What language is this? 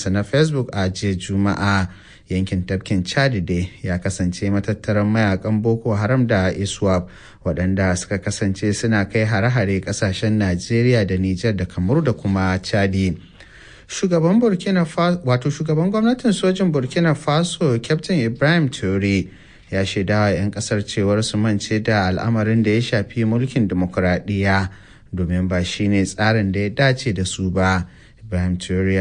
Hausa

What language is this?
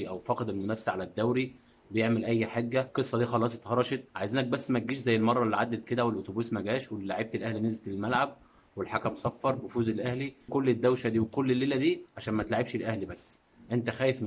Egyptian Arabic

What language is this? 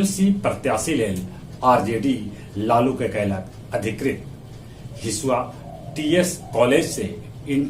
Magahi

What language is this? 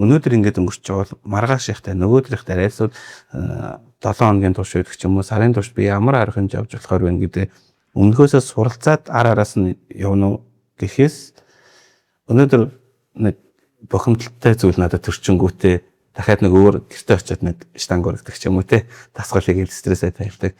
Mongolian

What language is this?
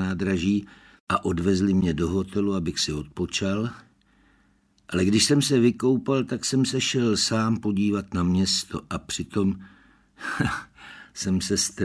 Czech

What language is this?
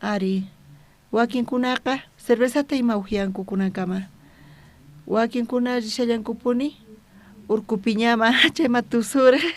South Bolivian Quechua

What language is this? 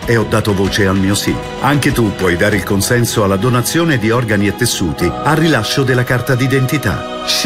Italian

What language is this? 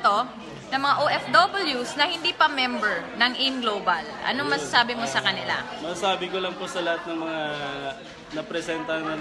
Filipino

